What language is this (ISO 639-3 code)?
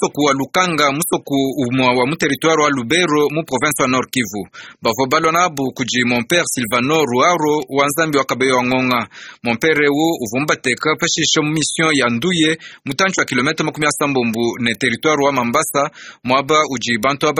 lua